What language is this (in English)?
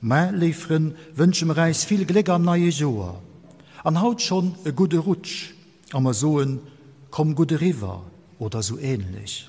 Luxembourgish